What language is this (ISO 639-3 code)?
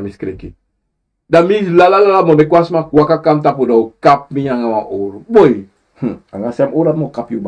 srn